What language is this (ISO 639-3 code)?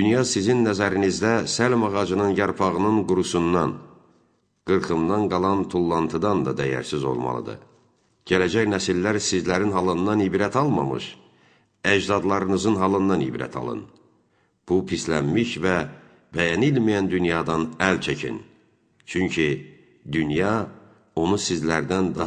aze